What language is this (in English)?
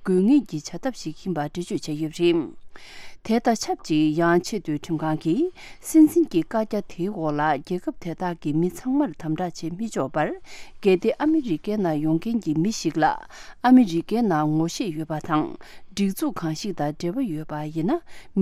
Tibetan